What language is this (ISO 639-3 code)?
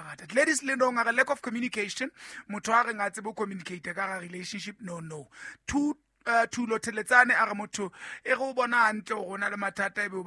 sot